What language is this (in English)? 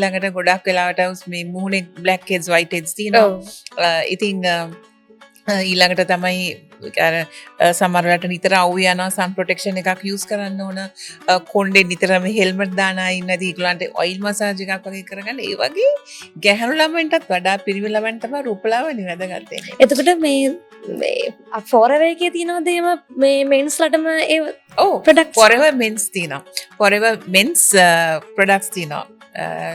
Sinhala